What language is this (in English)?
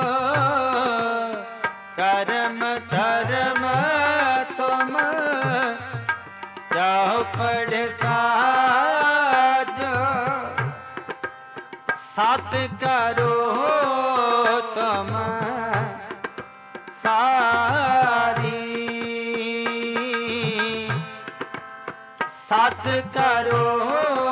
Punjabi